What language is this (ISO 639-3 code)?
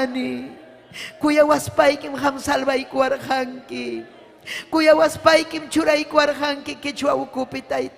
quy